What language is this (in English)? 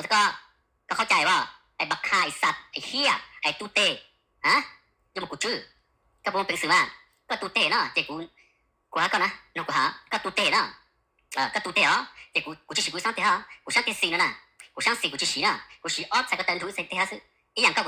Hmong